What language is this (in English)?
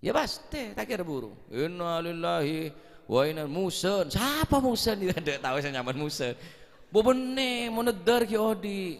Madurese